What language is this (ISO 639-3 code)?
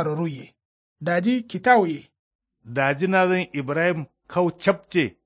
kau